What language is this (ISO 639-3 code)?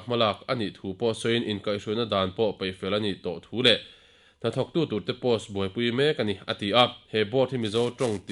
lus